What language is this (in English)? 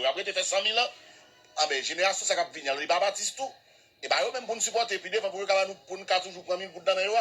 Haitian Creole